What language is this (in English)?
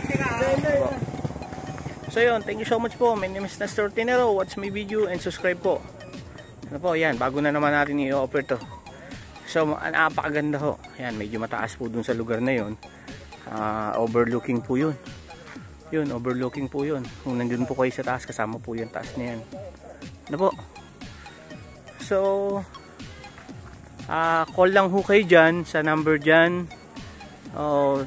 Filipino